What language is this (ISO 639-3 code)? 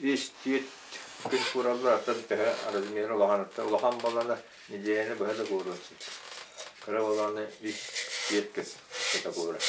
sah